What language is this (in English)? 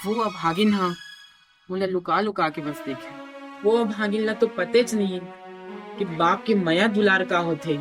Chhattisgarhi